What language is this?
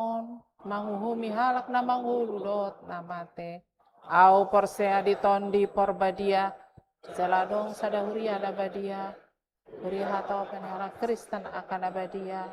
Batak Toba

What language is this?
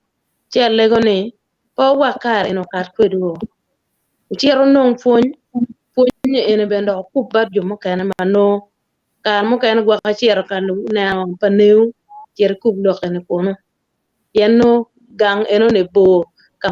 Acoli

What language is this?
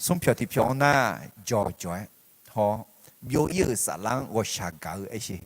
Akha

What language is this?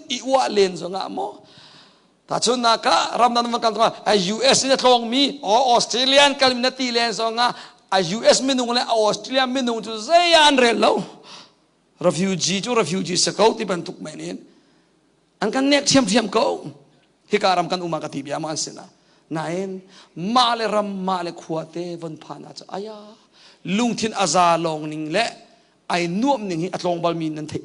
Hakha Chin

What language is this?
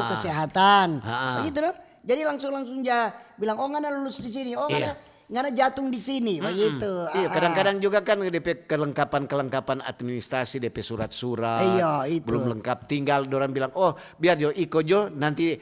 Manado Malay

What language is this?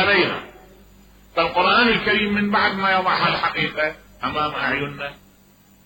Mesopotamian Arabic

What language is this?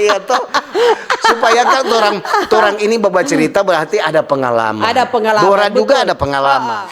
Manado Malay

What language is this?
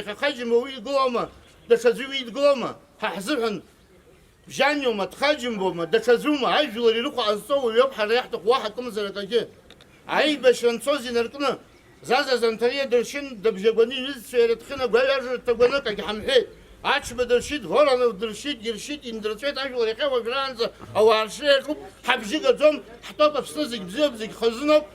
Abkhazian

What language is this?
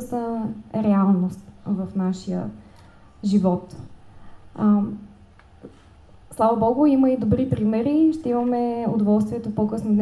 Bulgarian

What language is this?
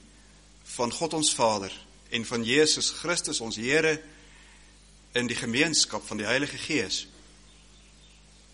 Afrikaans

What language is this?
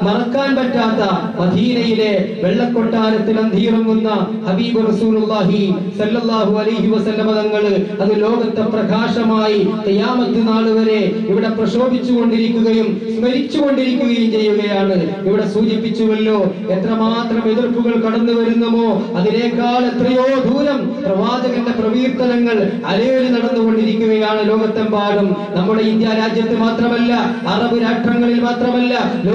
Malayalam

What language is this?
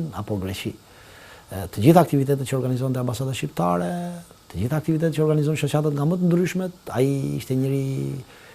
Albanian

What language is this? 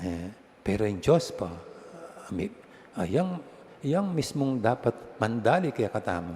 Pampanga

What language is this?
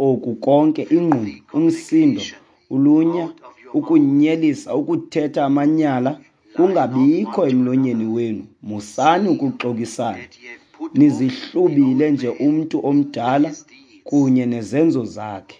Xhosa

